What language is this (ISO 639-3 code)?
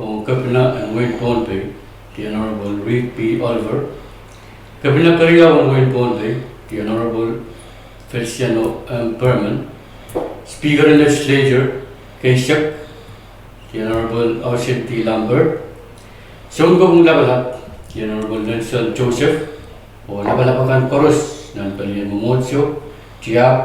pon